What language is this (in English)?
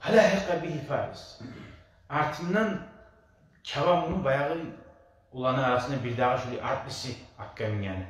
Kumyk